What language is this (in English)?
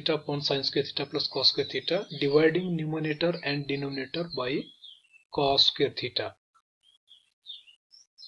Hindi